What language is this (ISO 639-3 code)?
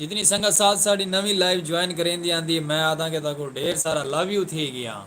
skr